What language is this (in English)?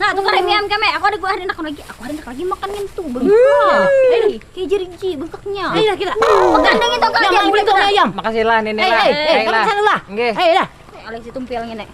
Banjar